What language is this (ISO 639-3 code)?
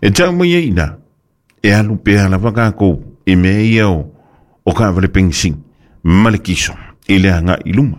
smo